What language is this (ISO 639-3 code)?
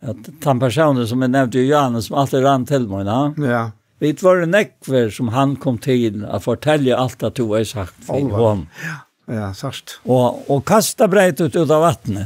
fao